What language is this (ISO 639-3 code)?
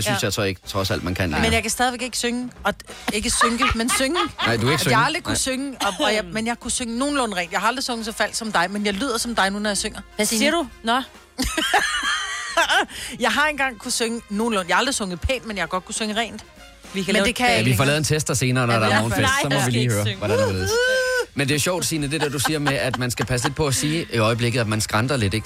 dan